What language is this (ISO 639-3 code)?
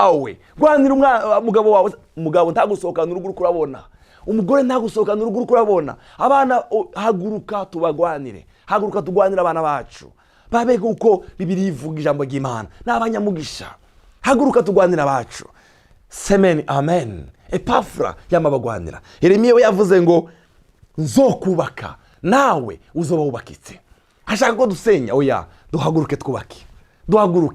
run